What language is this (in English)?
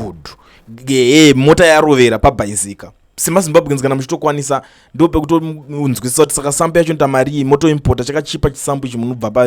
Shona